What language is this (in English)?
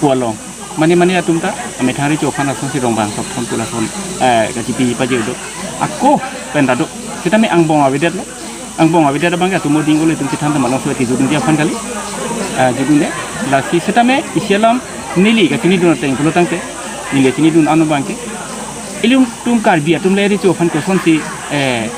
Karbi